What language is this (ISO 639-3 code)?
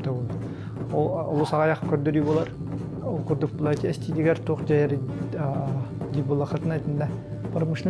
sah